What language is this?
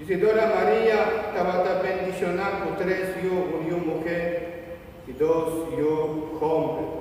Papiamento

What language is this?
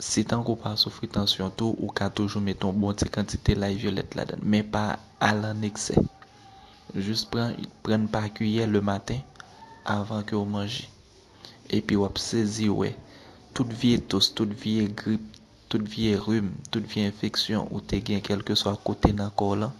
Haitian Creole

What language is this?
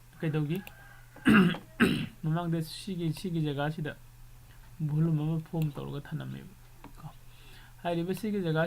Manipuri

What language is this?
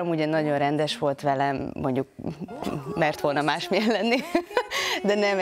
Hungarian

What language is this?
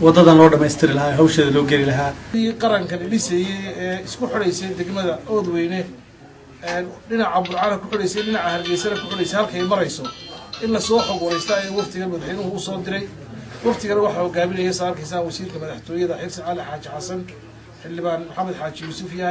Somali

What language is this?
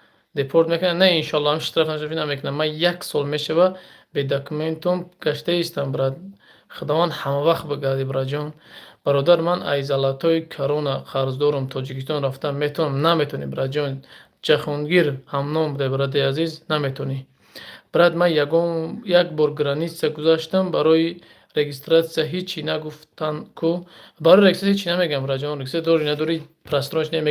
Tajik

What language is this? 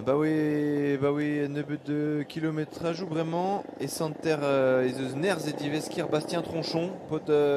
Breton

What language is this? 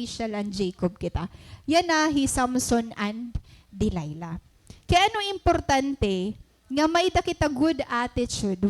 Waray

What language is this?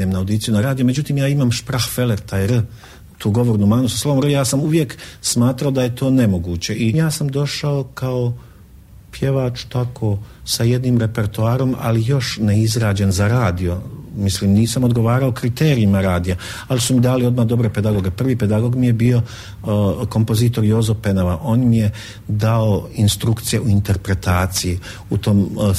Bosnian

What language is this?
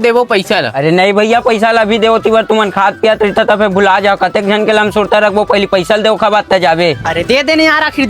Chhattisgarhi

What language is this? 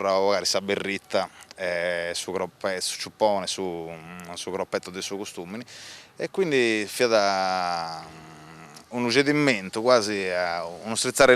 Sardinian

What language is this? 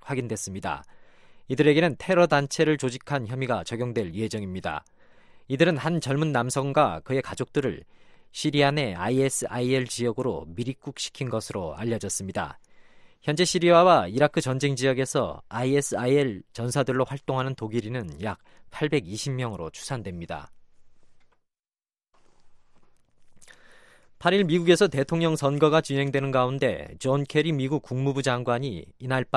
Korean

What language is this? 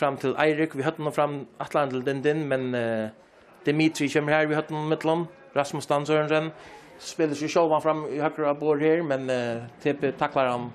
Faroese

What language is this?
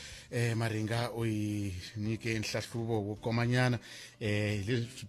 Tsonga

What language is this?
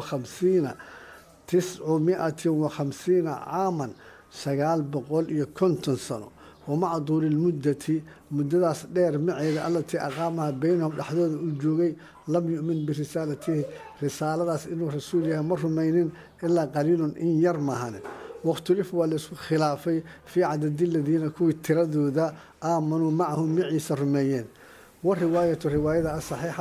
Somali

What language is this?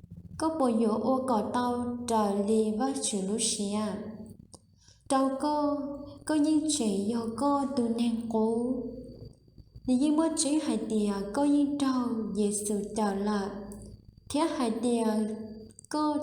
Hmong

